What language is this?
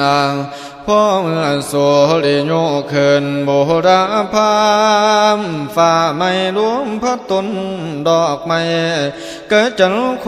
Northeastern Thai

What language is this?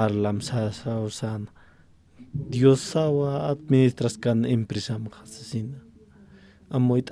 Aymara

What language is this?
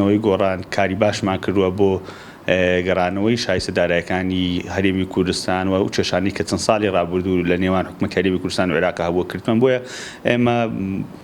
Central Kurdish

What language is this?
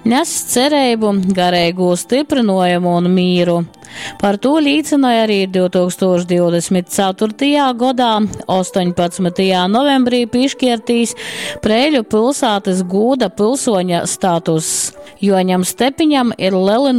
Latgalian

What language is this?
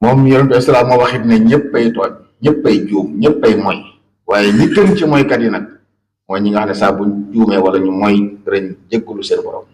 Wolof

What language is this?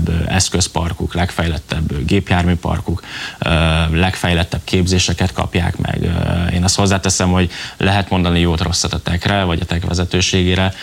Hungarian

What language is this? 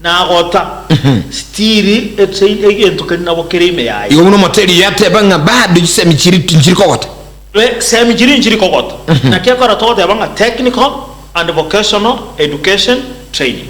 Gusii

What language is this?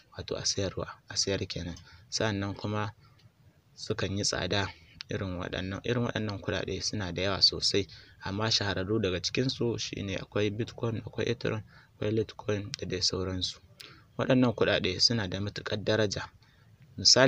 Hausa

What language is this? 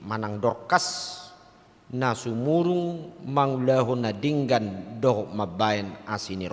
Batak Toba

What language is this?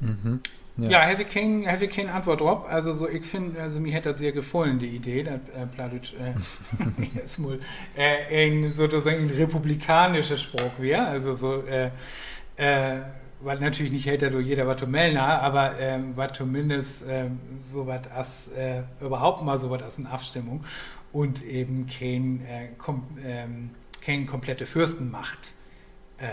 Low German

